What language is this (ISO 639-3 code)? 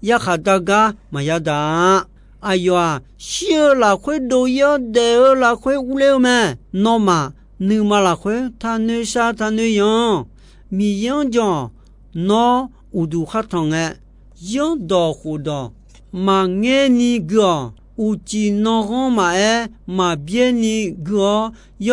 ahk